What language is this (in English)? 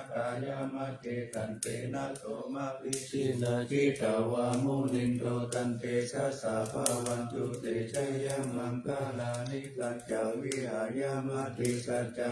Pali